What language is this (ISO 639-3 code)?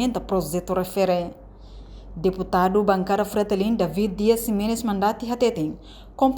tet